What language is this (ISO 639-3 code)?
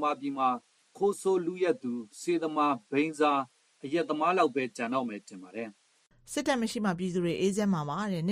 mya